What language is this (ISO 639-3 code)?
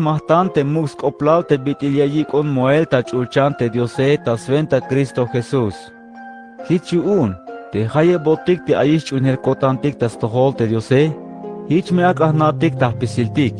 tzh